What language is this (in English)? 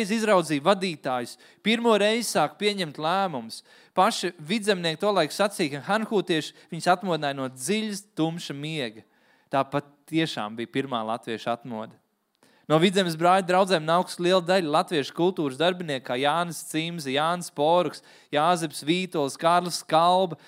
Latvian